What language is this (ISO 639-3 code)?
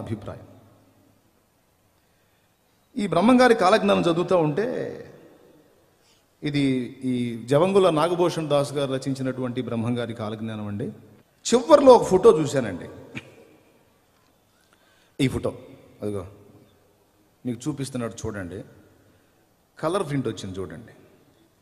tel